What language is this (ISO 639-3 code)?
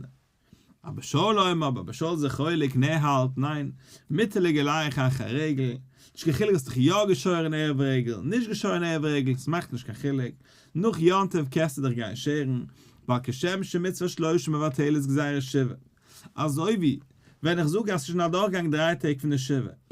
yid